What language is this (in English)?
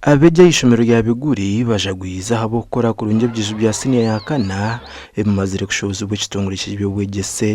Nyankole